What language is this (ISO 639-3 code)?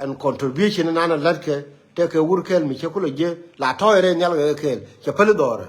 nus